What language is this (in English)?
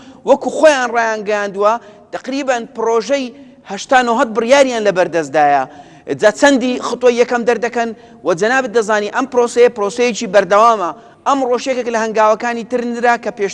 Central Kurdish